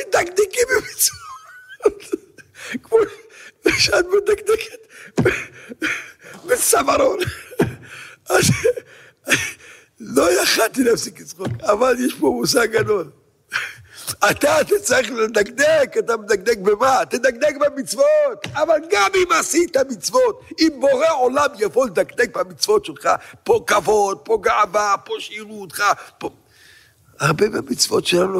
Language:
Hebrew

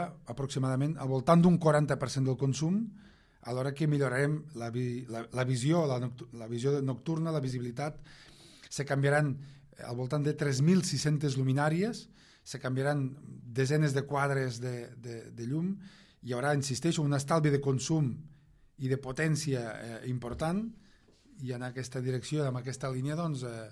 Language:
Catalan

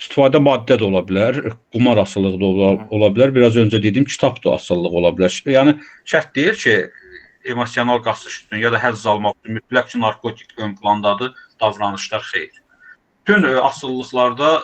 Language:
Azerbaijani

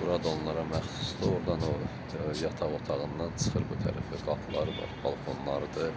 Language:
Azerbaijani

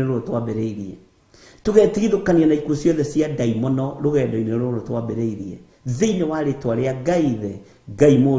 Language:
Kikuyu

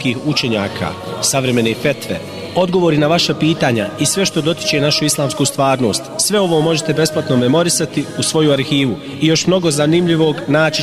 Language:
Bosnian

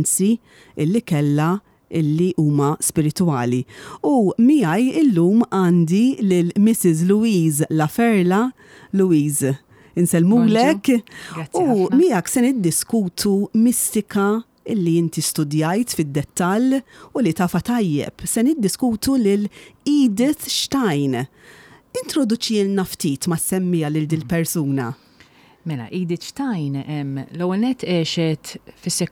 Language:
Maltese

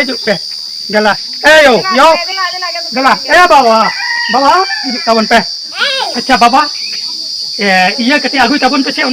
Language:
Santali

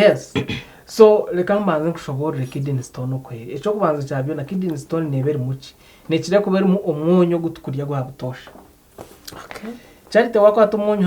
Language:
Nyankole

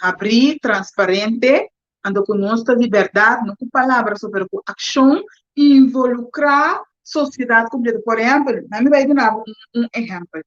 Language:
Papiamento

